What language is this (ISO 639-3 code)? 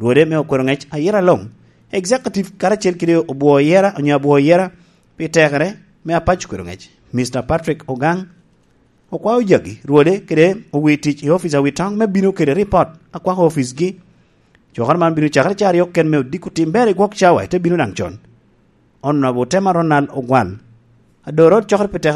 laj